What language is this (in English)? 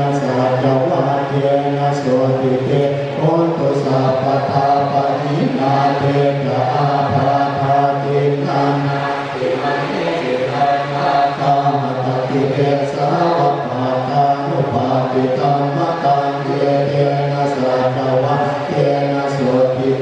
Pali